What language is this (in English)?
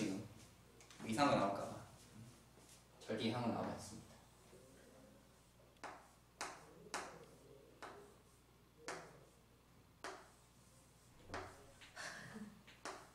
Korean